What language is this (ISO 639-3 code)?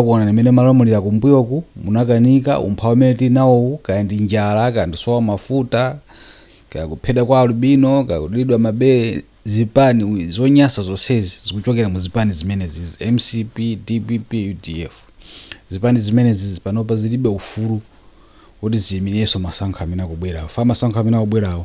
nya